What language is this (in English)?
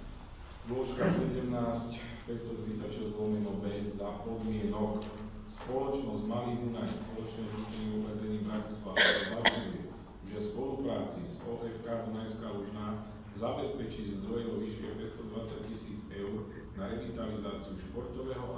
Slovak